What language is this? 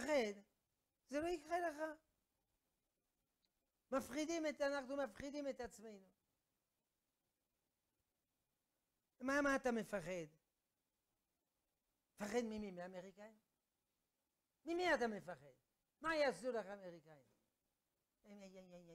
Hebrew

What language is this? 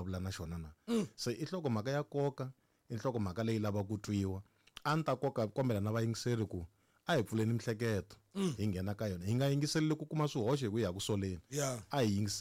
Tsonga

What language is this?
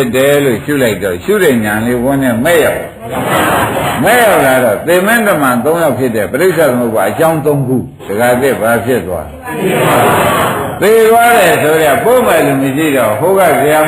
Burmese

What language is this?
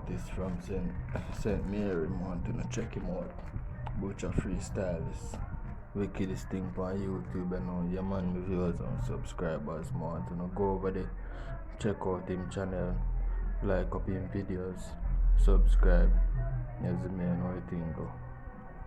Jamaican Creole English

